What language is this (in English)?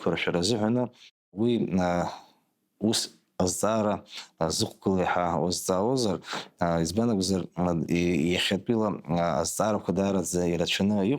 Abkhazian